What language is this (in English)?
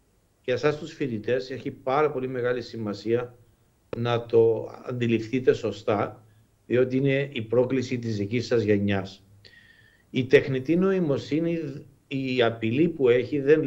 Greek